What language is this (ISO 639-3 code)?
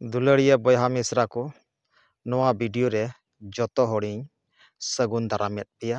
sat